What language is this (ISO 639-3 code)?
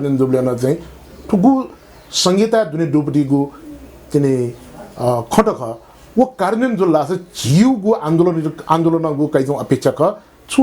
new